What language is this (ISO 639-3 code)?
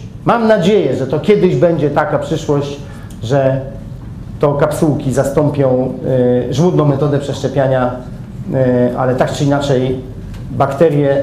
pol